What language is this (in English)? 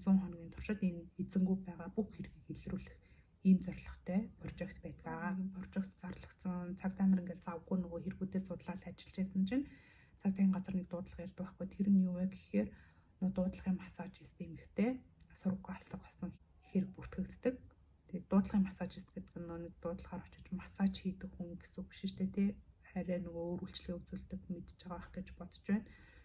Mongolian